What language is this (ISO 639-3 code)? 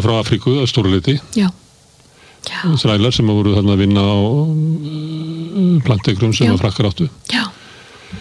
isl